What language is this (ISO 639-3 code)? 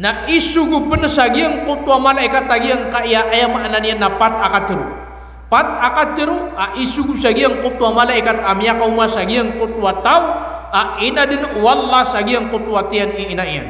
mrw